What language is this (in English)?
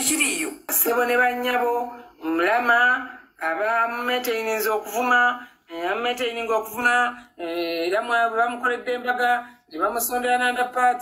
Ganda